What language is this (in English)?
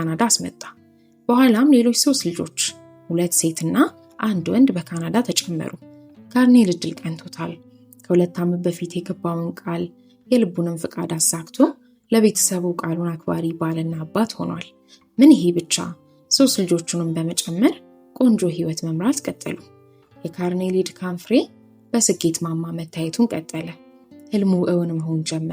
Amharic